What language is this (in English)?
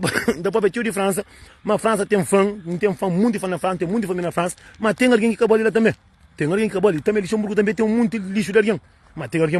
Kabuverdianu